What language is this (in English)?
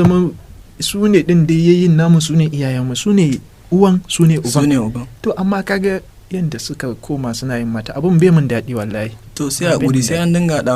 Hausa